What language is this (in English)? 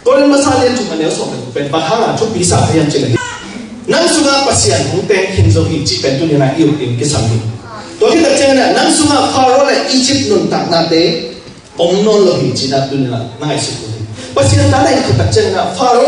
Tedim Chin